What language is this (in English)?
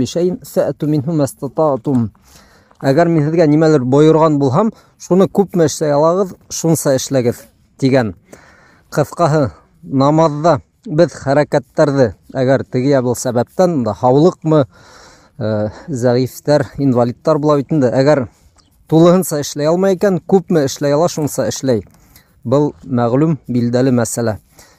Bashkir